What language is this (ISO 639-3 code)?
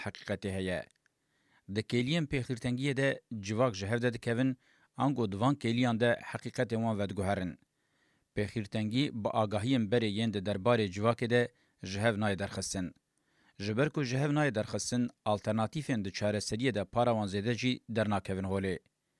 kur